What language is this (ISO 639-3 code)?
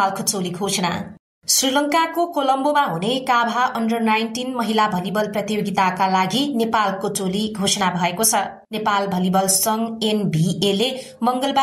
nep